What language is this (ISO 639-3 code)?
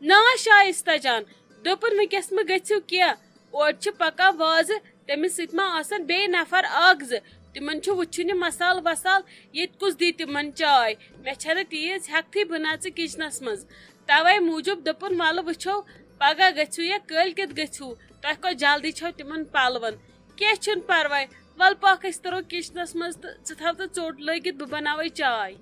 kas